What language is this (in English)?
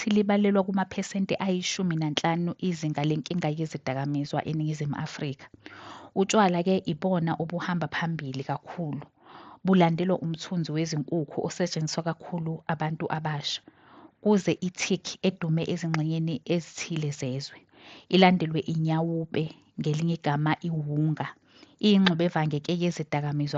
Zulu